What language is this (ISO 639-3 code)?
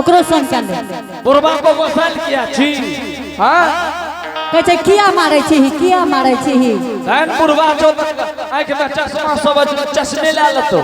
anp